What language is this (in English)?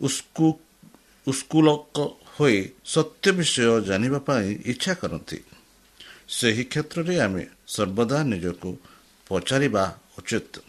Odia